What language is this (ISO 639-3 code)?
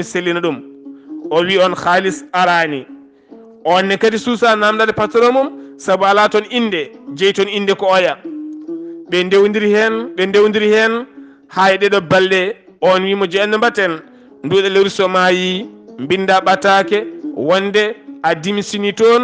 ful